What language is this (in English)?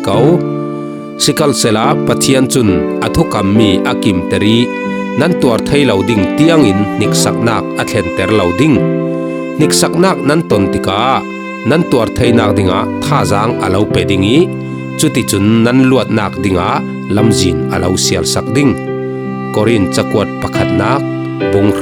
Falam Chin